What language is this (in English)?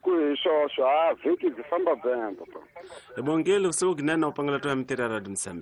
Tsonga